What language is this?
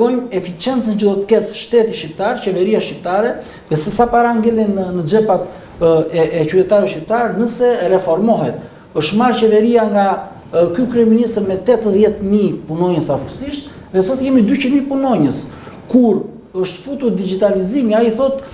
Albanian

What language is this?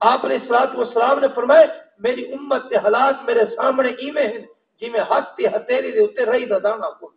Saraiki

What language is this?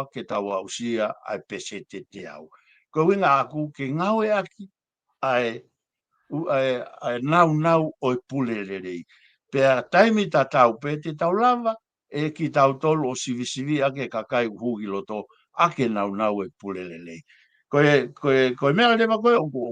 Tongan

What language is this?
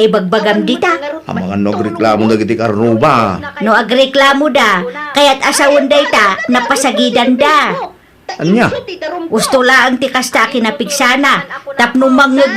Iloko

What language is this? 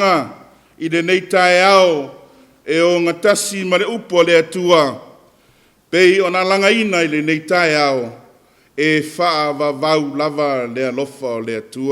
Samoan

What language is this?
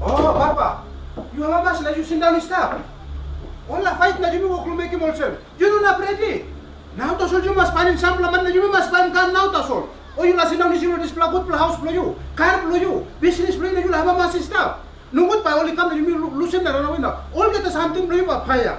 Tok Pisin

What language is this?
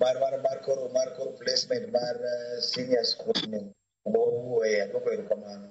Luo (Kenya and Tanzania)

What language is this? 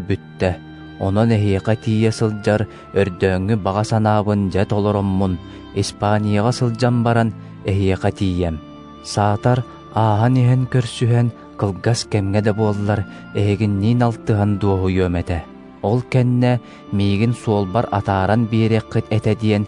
Yakut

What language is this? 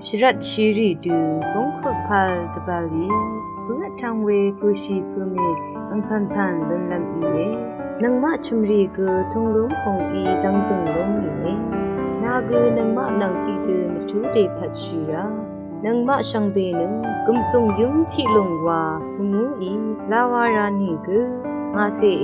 Rawang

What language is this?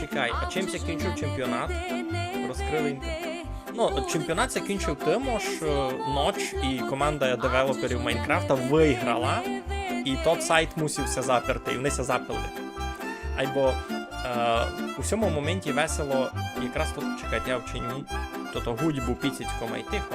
Rusyn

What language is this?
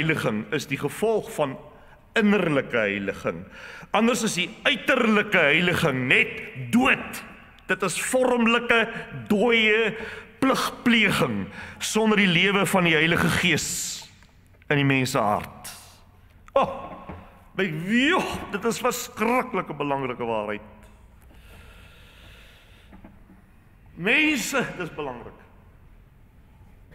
Afrikaans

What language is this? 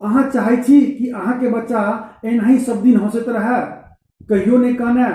Maithili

